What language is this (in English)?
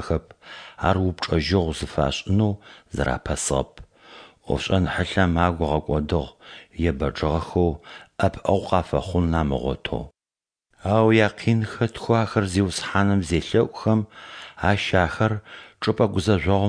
Adyghe